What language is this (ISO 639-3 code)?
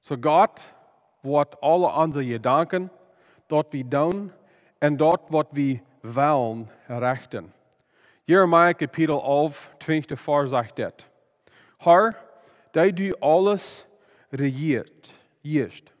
pdt